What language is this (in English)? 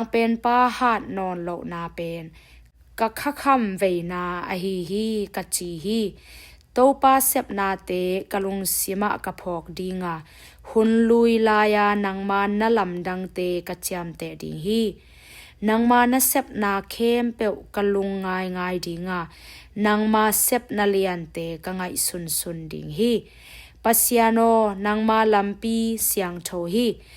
Tedim Chin